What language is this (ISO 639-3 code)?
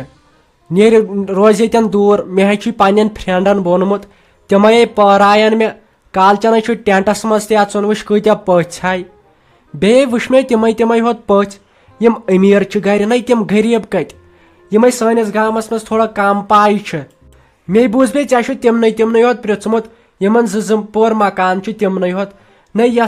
kas